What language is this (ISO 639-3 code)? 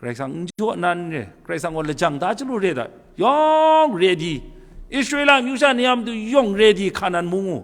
kac